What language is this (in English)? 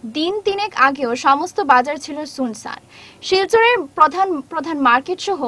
Bangla